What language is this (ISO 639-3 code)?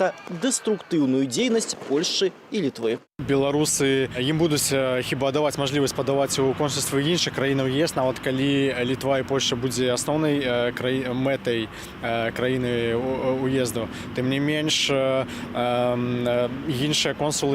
bel